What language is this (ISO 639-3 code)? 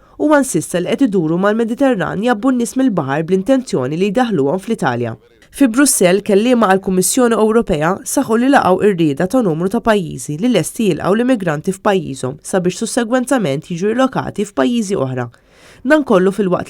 mlt